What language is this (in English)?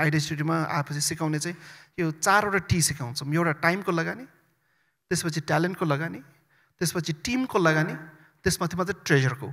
Nepali